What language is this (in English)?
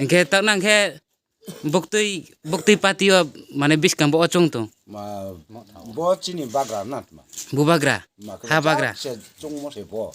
Riang (India)